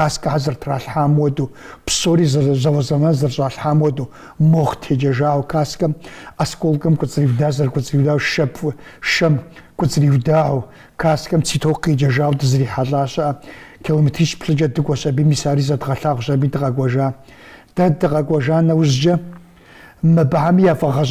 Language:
Kabardian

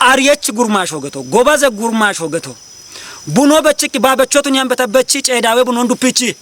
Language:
Kafa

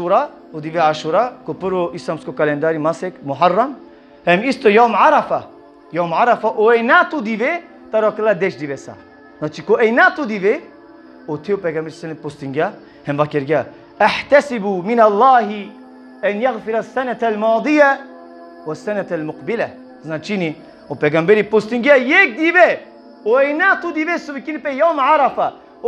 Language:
Balkan Romani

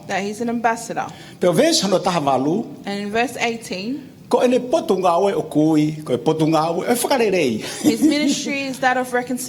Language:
Tongan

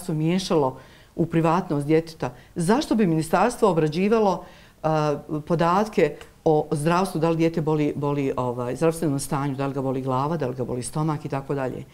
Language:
Bosnian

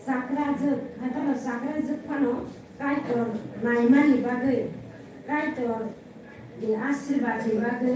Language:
Kok Borok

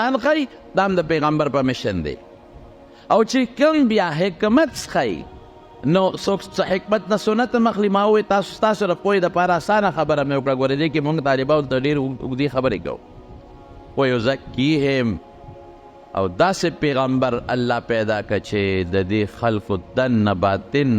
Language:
Pashto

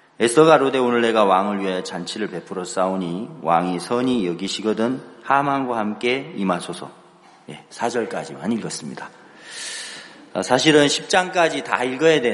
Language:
Korean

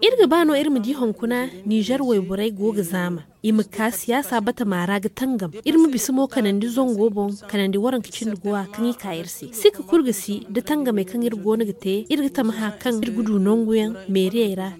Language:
Zarma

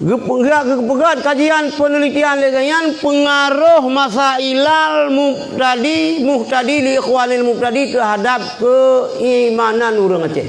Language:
Achinese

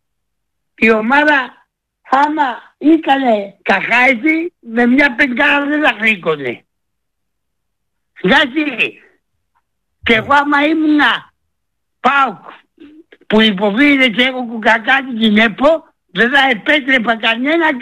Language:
Greek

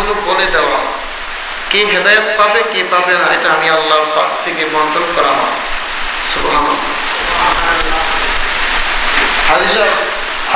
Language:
Bangla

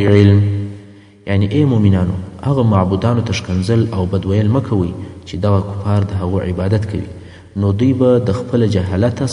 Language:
Pashto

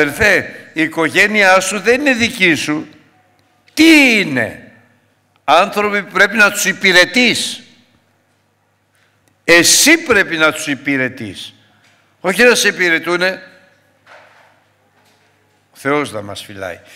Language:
Greek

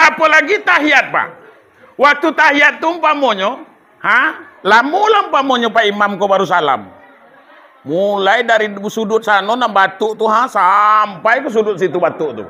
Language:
Minangkabau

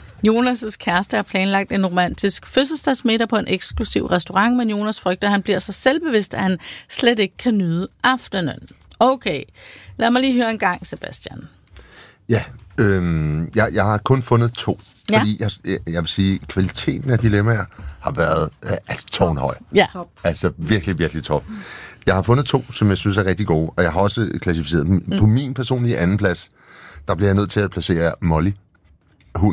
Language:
Danish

